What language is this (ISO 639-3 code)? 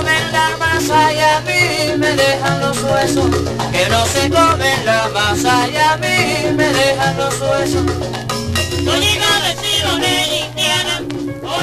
spa